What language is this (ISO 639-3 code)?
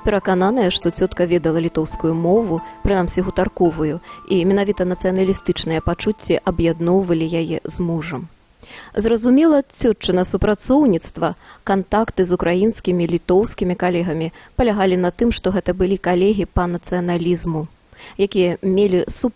bel